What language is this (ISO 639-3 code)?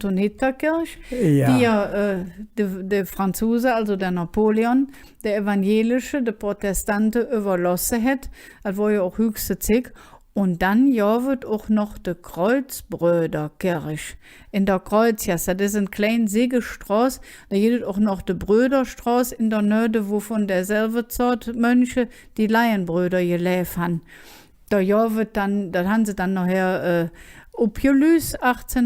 ksh